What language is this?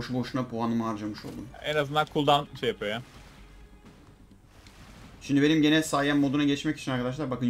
Turkish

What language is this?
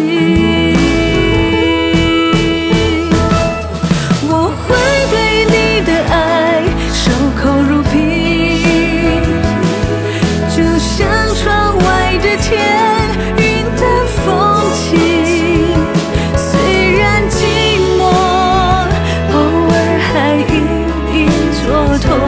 Chinese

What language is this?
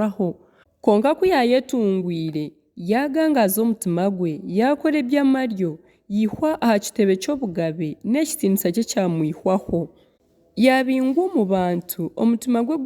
Nyankole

